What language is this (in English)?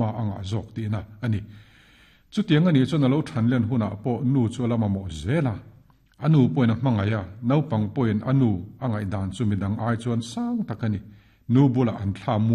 Mizo